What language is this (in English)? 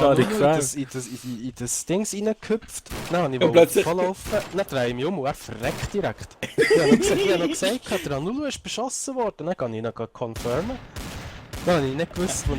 Swiss German